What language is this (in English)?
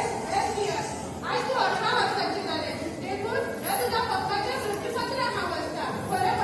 Konkani